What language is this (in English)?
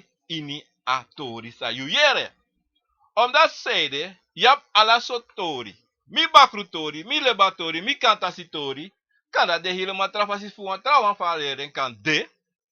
Sranan Tongo